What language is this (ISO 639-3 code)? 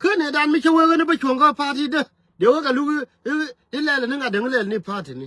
nus